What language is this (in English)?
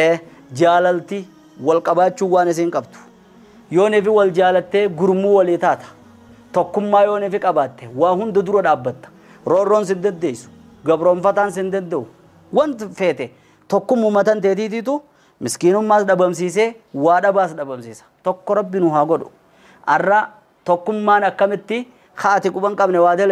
Oromo